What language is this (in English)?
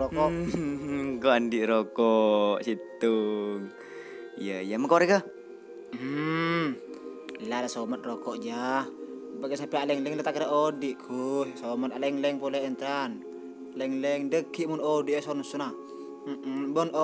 Madurese